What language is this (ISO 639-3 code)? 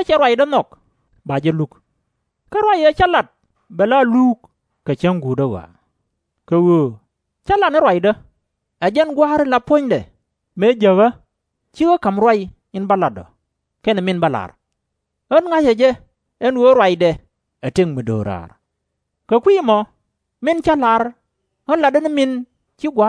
nus